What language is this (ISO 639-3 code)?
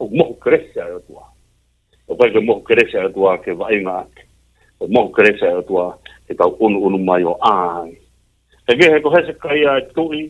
ton